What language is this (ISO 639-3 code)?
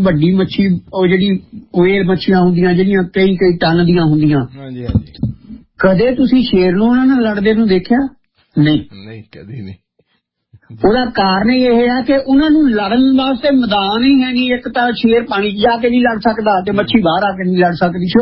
pan